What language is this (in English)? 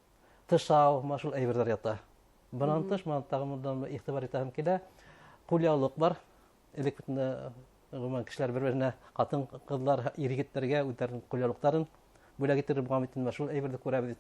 Bashkir